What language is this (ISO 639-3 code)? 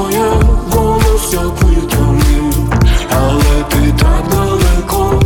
ukr